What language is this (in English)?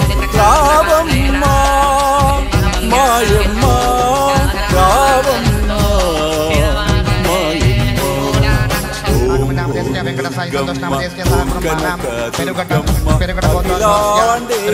Telugu